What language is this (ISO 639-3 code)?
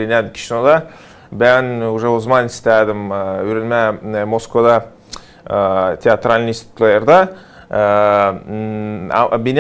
gag